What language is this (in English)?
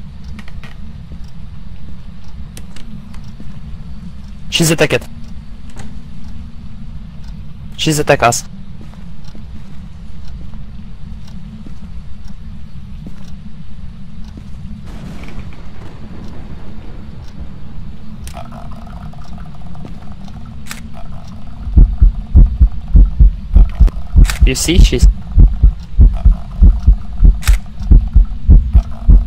English